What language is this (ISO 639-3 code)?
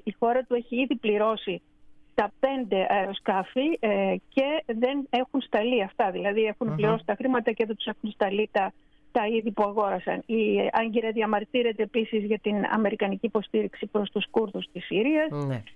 ell